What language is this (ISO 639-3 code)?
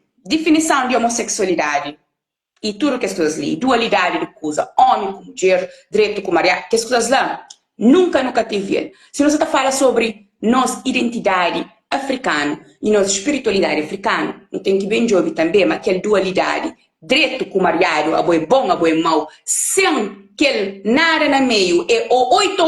kea